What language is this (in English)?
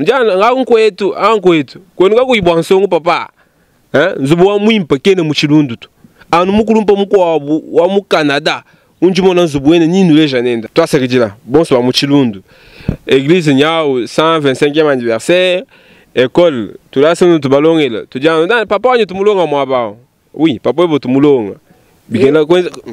Luba-Lulua